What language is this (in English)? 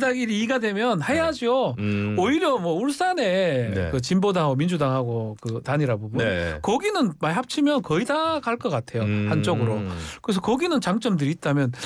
Korean